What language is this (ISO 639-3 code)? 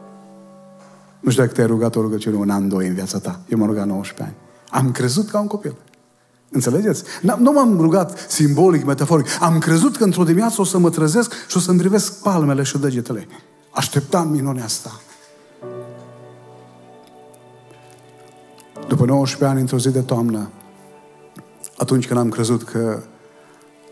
ron